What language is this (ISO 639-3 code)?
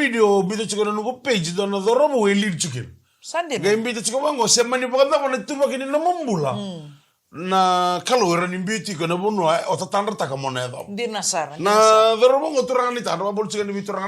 fij